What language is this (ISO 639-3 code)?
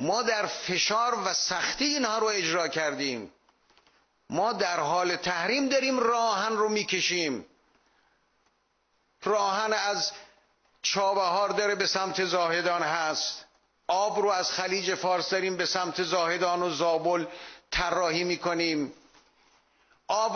fas